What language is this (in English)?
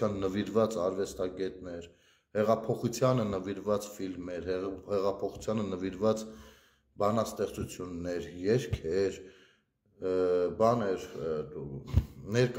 Armenian